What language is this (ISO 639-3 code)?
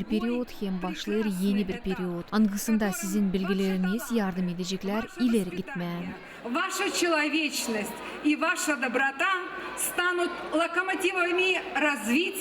gag